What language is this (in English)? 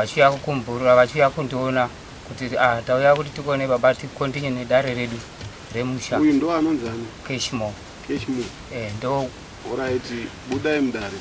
Shona